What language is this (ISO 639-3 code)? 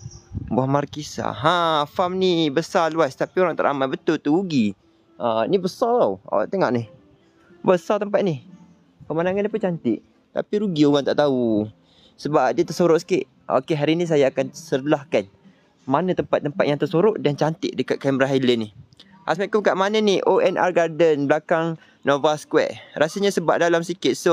msa